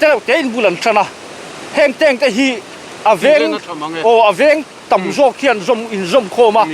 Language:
Mizo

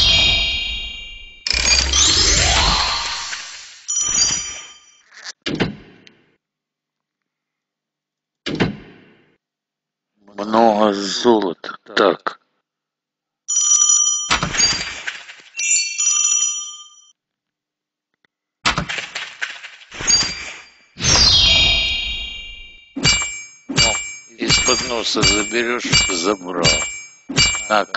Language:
Russian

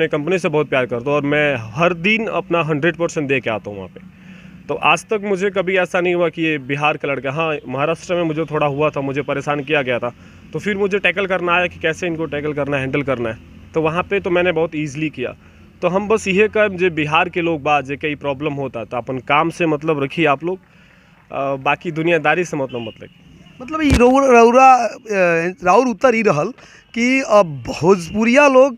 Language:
Bhojpuri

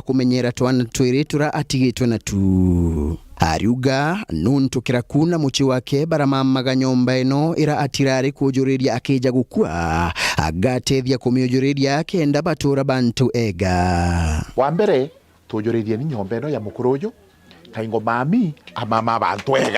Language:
Meru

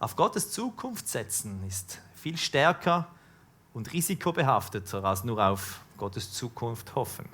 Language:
Swiss German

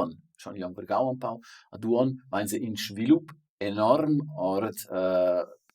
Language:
Romansh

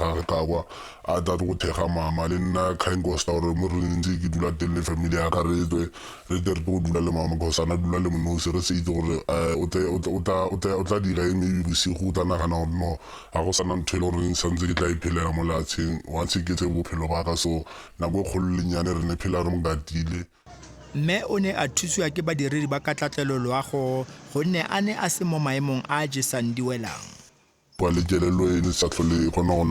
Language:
Tswana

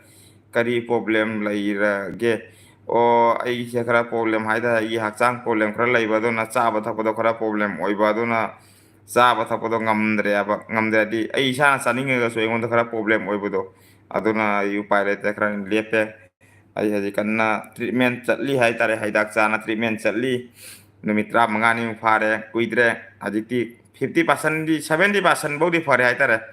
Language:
Manipuri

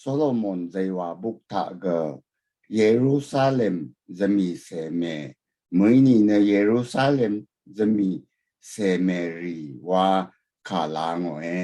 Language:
Rawang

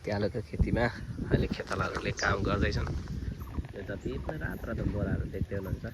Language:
Nepali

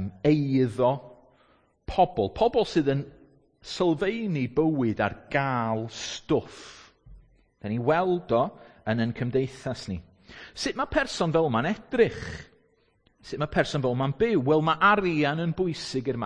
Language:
Welsh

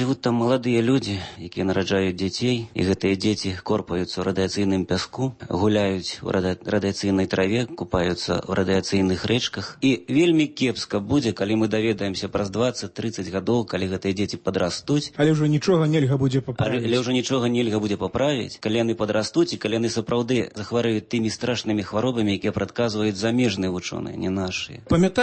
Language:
Belarusian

